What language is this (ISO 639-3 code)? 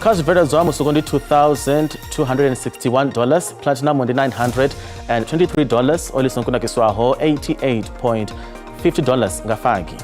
ven